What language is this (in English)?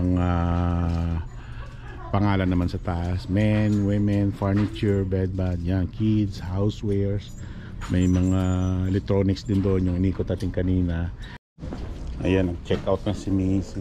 Filipino